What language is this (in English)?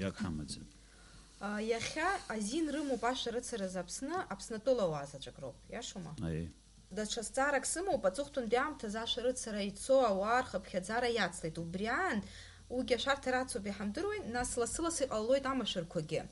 Abkhazian